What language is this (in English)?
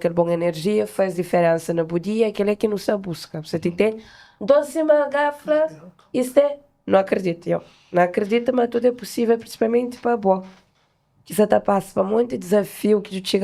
Kabuverdianu